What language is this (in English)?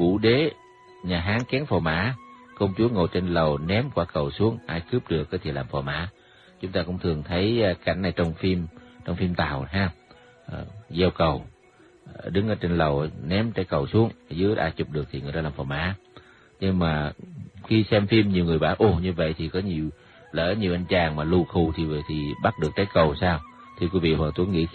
Vietnamese